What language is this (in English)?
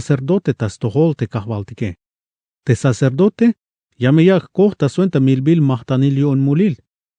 Tzeltal